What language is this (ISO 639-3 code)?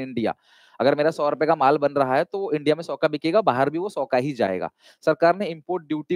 hin